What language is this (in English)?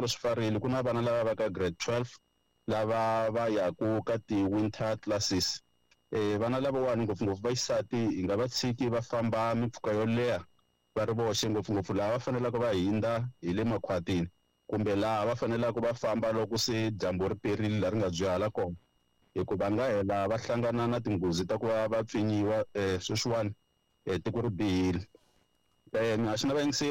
Tsonga